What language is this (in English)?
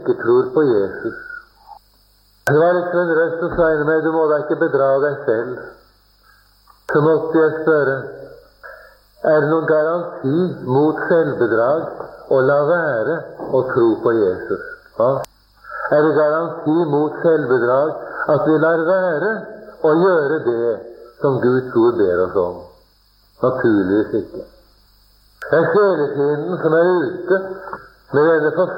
Norwegian